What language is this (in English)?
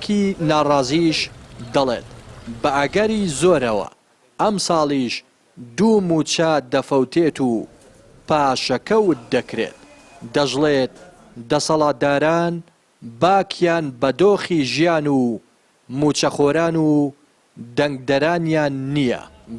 Central Kurdish